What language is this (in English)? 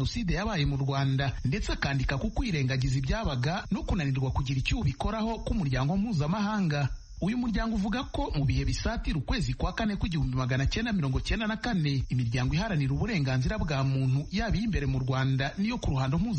Kinyarwanda